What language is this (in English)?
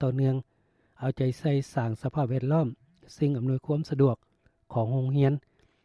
Lao